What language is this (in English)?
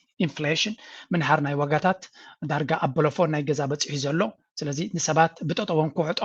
Tigrinya